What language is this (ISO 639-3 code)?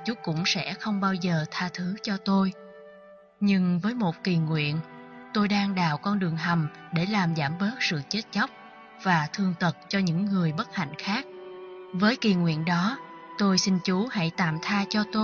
vie